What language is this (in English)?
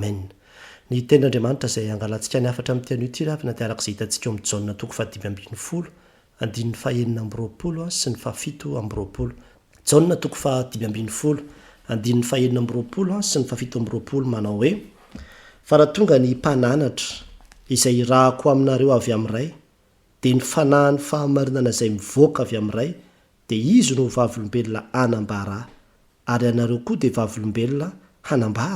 Malagasy